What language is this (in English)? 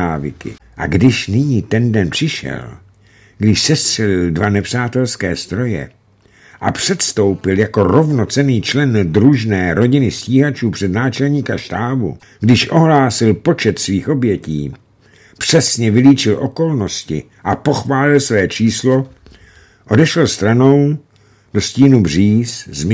Czech